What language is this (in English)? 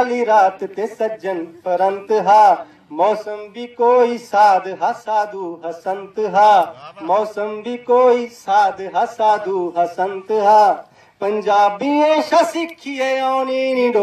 Dogri